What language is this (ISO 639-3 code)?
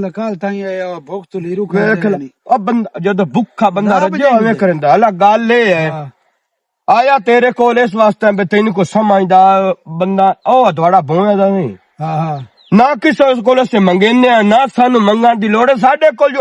lah